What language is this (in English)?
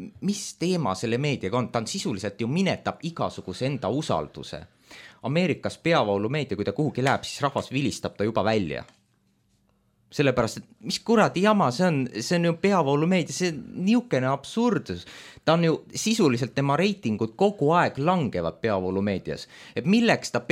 Estonian